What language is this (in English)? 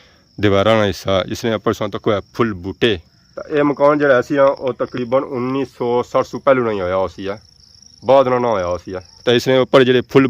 Pahari-Potwari